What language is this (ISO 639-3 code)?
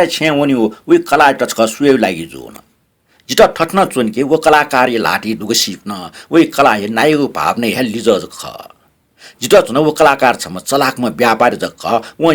new